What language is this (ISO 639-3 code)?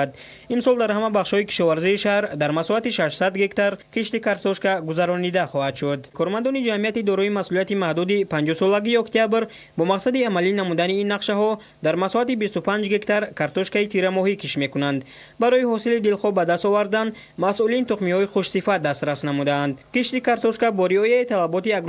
tgk